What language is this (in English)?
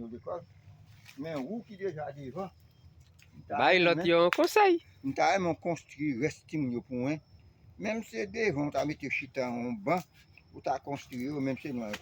Haitian Creole